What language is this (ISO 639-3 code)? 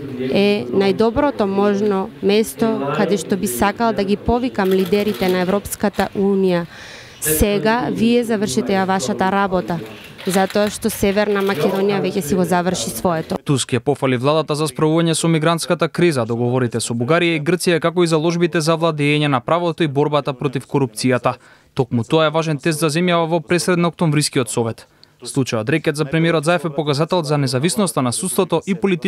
mkd